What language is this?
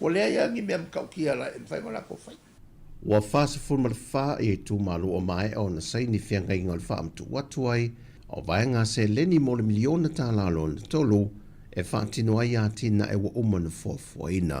Samoan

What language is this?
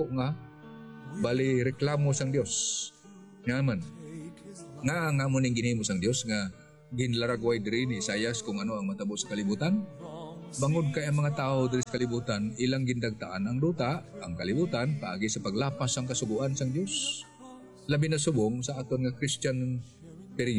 Hiligaynon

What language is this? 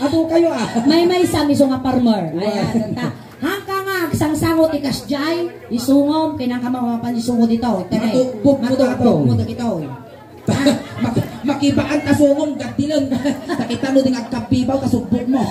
Iloko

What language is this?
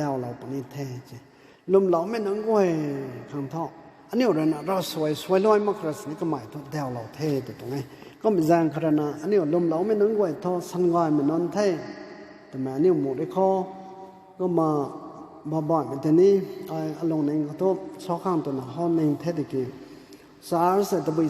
Rongmei Naga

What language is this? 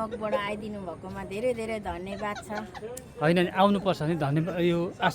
Nepali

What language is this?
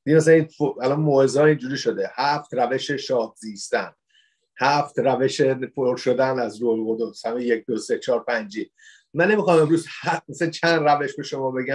Persian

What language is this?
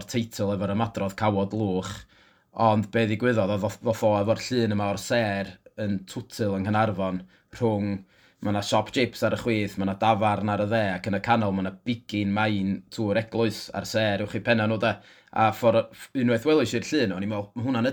Welsh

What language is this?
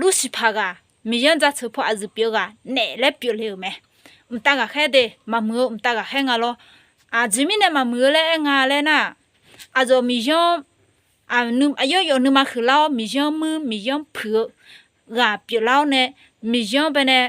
Akha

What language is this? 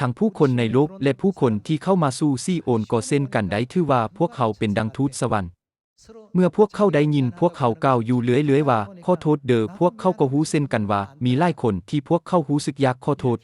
Lao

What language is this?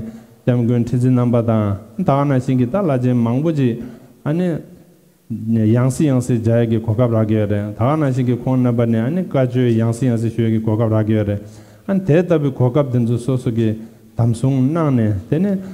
Tibetan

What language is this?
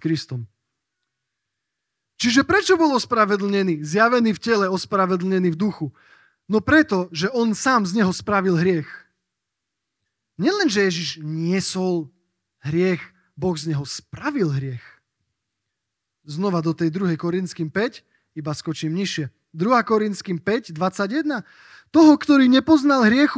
Slovak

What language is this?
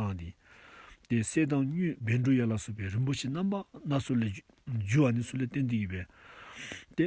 Dzongkha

